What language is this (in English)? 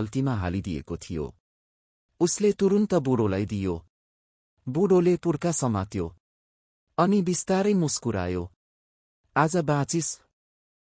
Nepali